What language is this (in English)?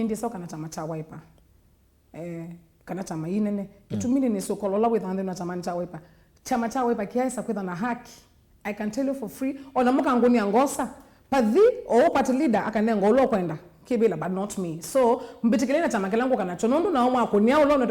Kamba